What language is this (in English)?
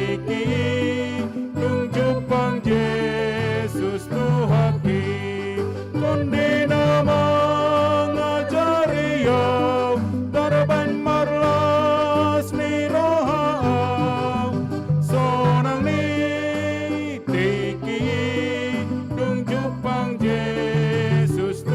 Batak Toba